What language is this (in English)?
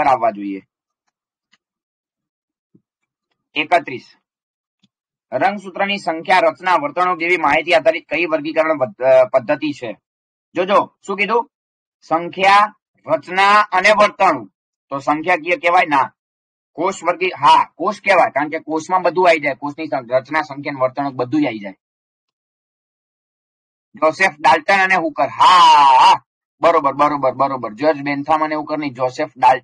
Gujarati